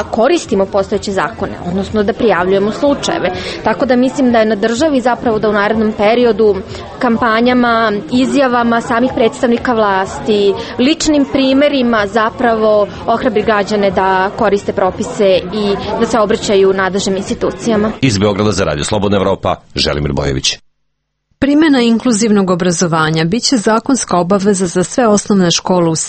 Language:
Serbian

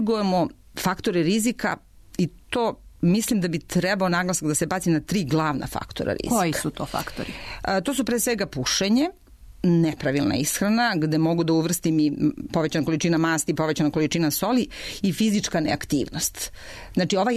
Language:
Serbian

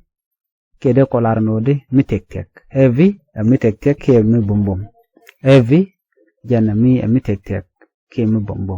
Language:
Nuer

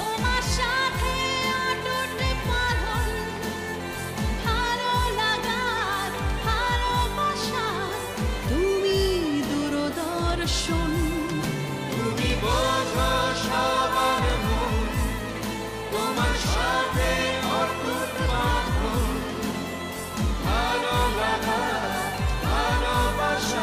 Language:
Bangla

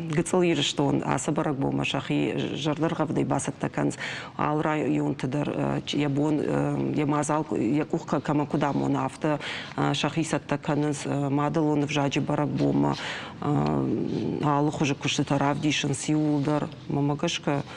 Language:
Ossetic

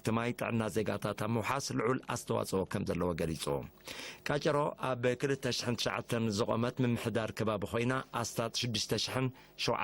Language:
Tigrinya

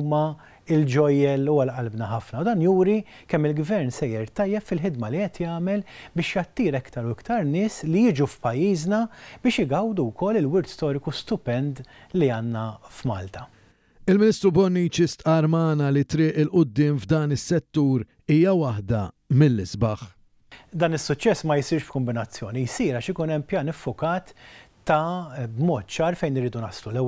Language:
Maltese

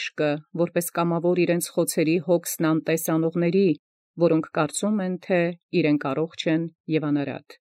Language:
Armenian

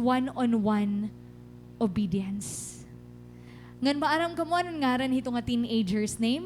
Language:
Waray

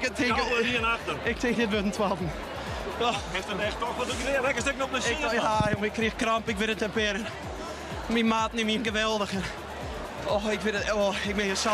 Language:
Western Frisian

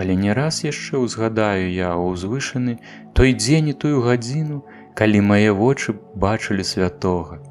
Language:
Belarusian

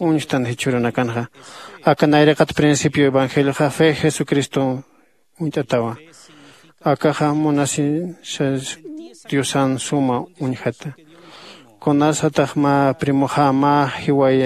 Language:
Aymara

